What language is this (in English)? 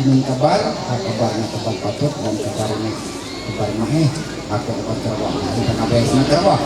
Ma'anyan